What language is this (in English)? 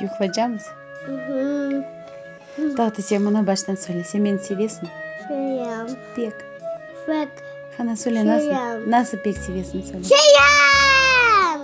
Crimean Tatar